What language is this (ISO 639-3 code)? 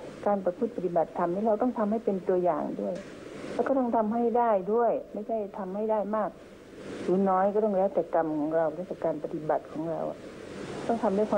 tha